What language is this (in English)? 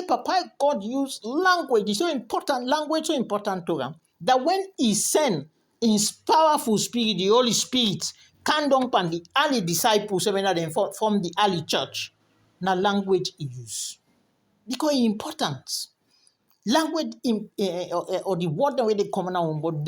Krio